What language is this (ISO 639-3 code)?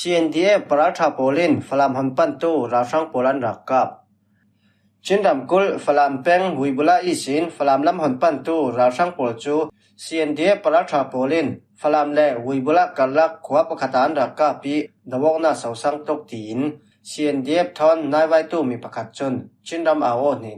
cfm